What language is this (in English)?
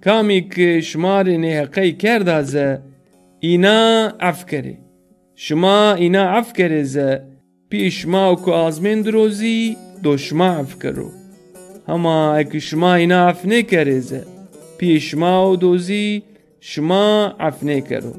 Zaza